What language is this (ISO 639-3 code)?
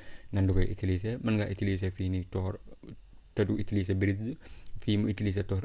wol